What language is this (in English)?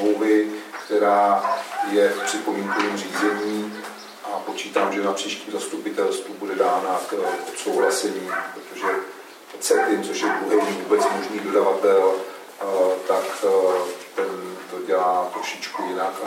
Czech